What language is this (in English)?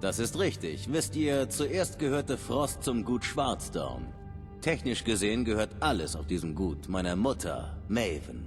Bavarian